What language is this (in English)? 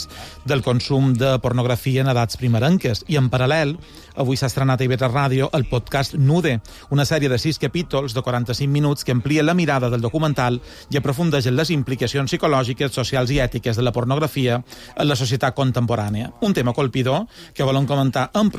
Catalan